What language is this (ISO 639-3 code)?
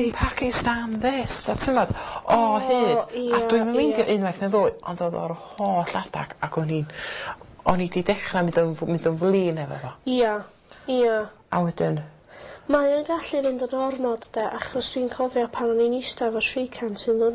cym